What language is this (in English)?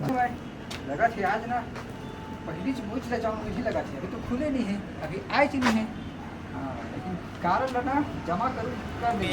Chhattisgarhi